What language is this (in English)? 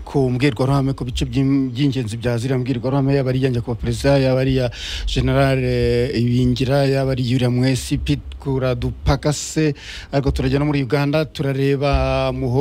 Kinyarwanda